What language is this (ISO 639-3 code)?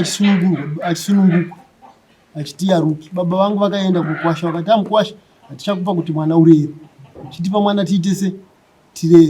sna